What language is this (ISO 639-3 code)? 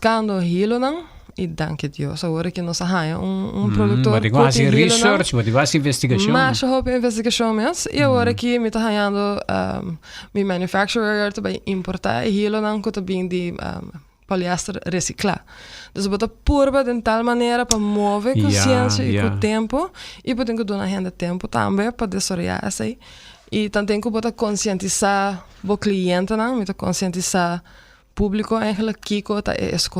pap